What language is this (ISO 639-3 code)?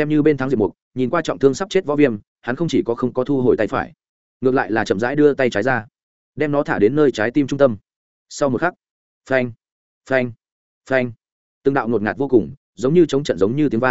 vie